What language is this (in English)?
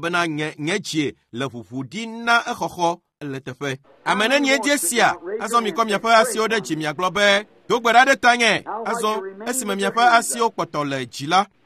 Ewe